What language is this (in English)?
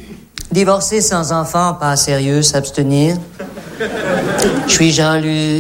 French